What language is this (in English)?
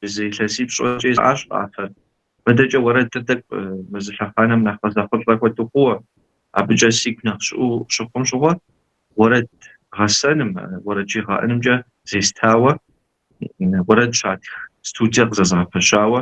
Kabardian